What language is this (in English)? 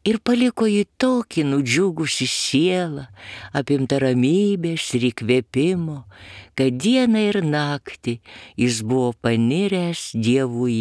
Lithuanian